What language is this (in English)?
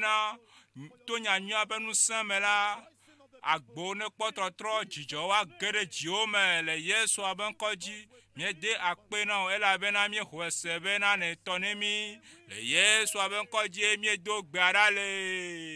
Ewe